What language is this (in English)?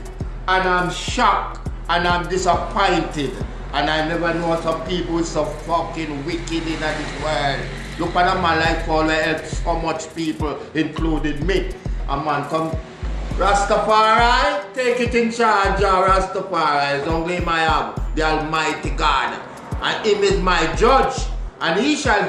Jamaican Creole English